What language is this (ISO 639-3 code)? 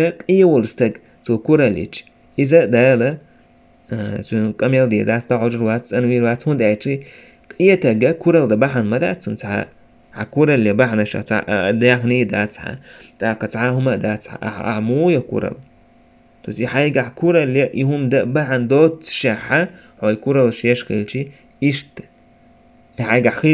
che